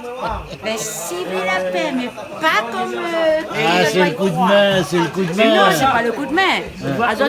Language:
Réunion Creole French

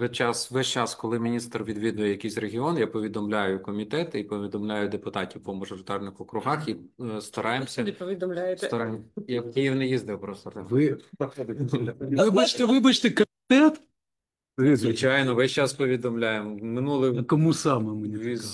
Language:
Ukrainian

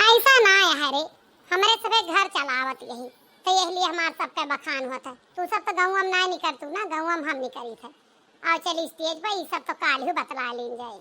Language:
Awadhi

